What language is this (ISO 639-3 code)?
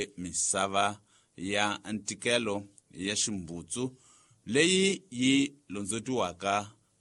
tso